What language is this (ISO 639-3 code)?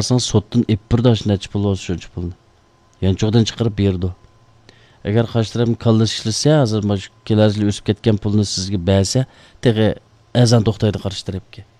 uig